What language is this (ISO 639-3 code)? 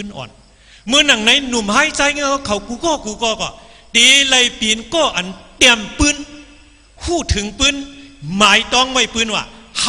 shn